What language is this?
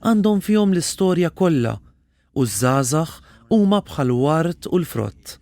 Maltese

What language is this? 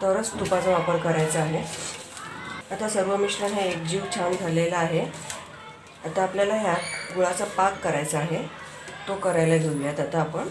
Marathi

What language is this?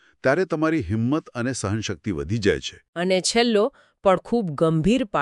Gujarati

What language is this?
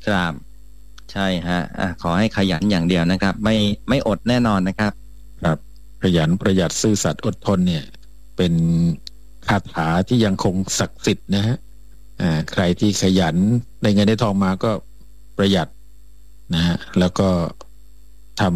Thai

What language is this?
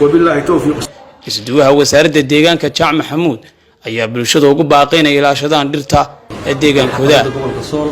Somali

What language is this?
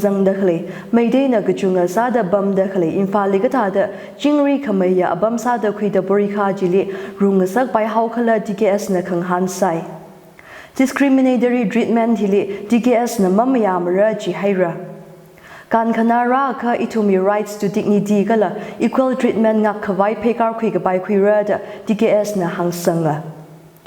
Tangkhul Naga (India)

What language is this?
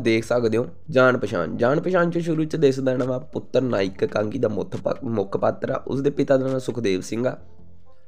Punjabi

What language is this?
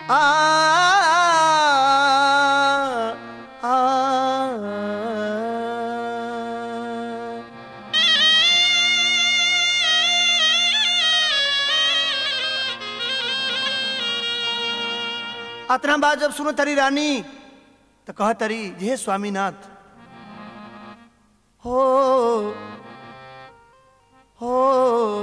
Bhojpuri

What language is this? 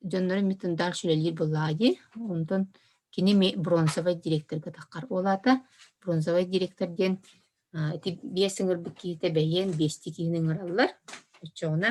Yakut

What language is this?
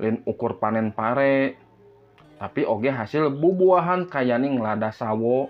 Sundanese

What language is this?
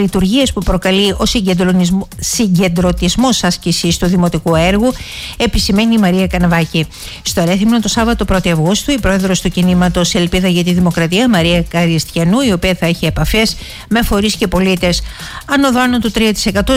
Greek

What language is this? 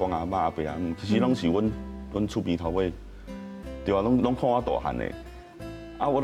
Min Nan Chinese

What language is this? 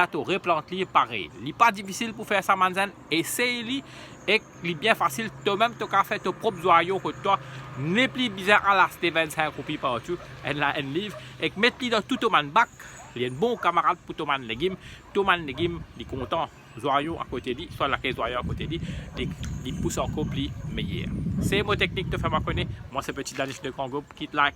Morisyen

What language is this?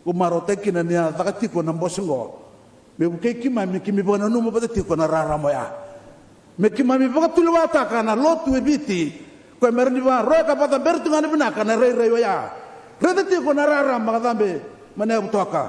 Fijian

